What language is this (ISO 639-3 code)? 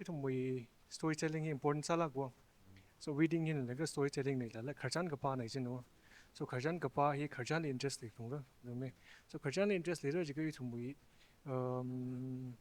nmf